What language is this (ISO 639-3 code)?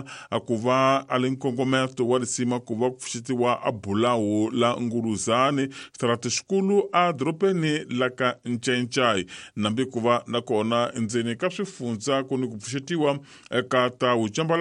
tso